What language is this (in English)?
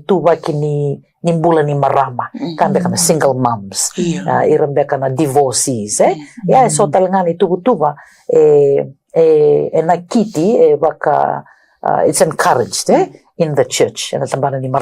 Fijian